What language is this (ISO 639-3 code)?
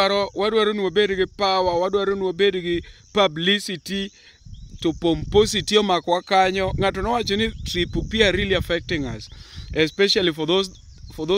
luo